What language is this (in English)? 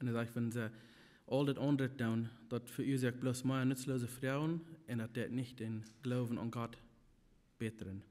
Plautdietsch